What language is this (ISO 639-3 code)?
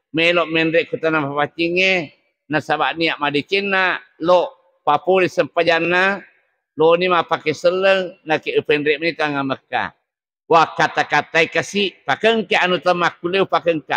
bug